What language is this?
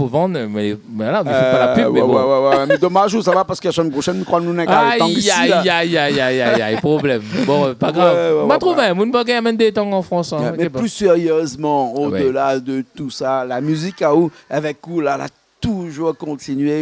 Réunion Creole French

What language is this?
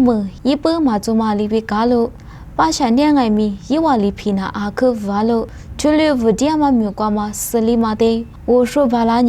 Lisu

